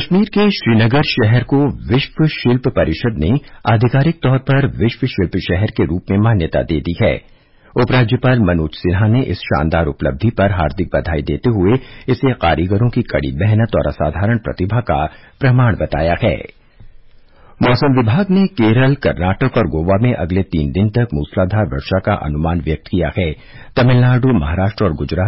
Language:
Hindi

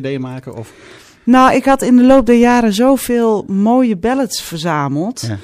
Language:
Dutch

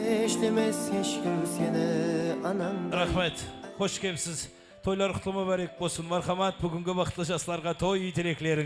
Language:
Kara-Kalpak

